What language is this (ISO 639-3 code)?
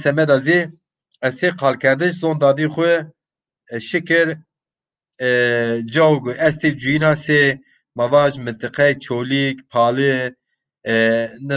zza